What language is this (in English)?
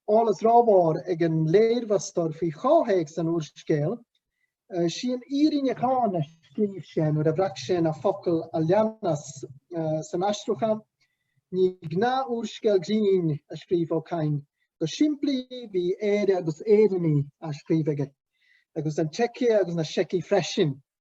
Irish